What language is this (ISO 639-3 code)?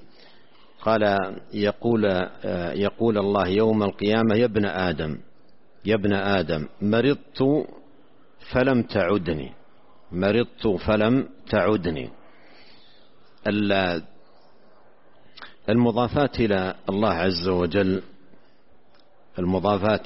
ara